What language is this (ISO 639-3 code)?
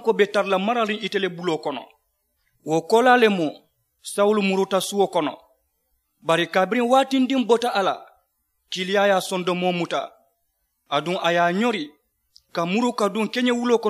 man